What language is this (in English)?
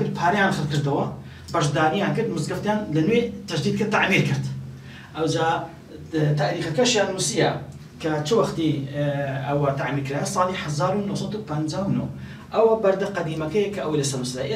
Kurdish